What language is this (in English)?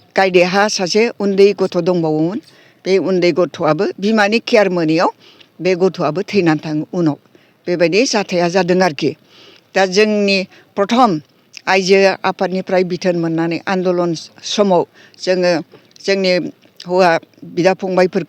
Bodo